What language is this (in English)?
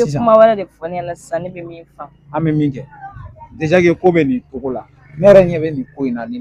Bambara